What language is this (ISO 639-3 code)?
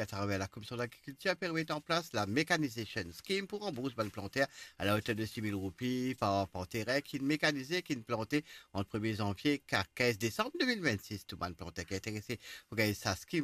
mfe